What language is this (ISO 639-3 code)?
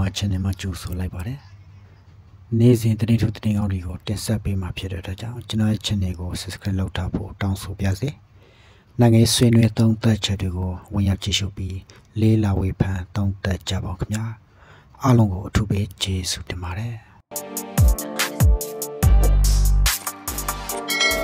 mya